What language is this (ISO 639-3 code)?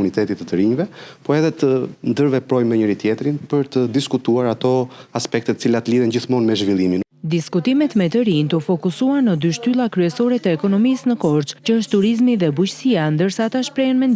sqi